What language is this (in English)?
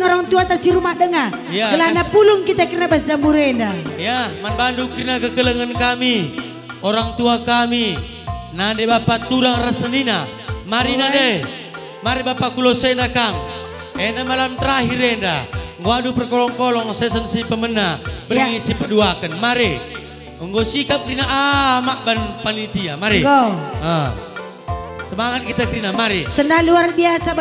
Batak Karo